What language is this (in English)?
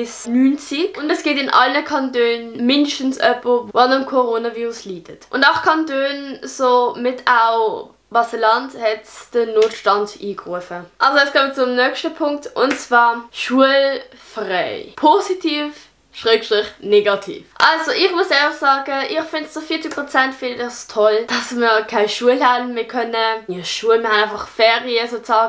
Swiss German